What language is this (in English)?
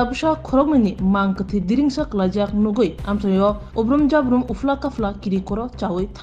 Kok Borok